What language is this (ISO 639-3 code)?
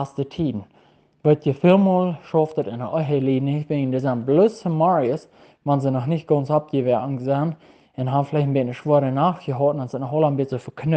pdt